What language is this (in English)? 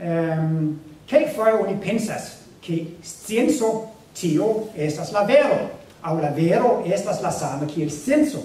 Esperanto